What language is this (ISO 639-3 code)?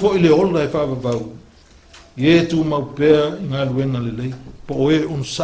smo